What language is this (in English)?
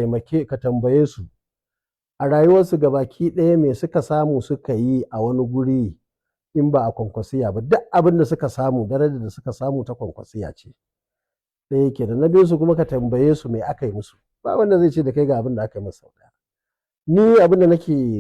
Hausa